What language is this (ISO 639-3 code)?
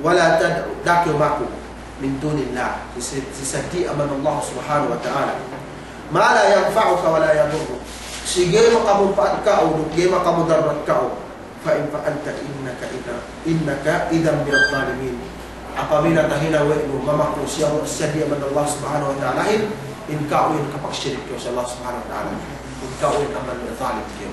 yka